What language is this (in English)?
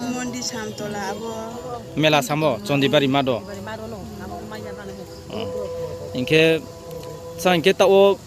Riang (India)